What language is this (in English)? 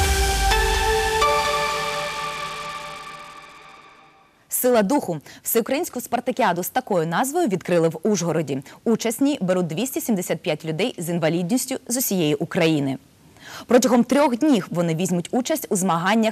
Ukrainian